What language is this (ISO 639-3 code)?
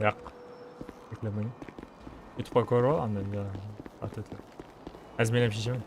kaa